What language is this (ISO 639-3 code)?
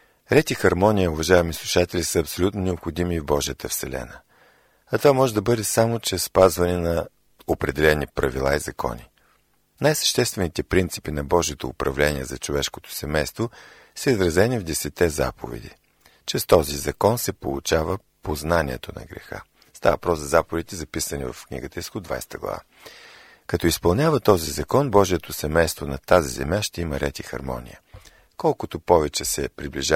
bul